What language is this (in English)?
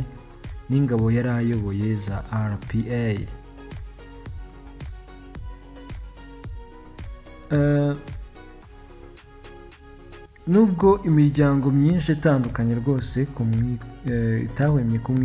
Kinyarwanda